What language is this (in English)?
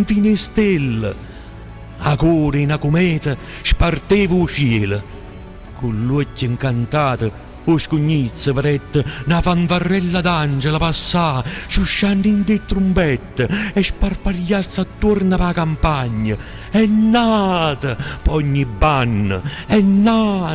Neapolitan